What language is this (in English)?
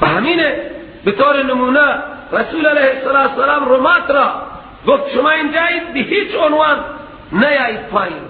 Persian